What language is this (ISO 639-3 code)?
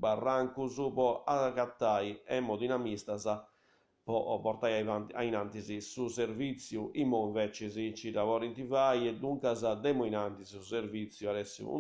srd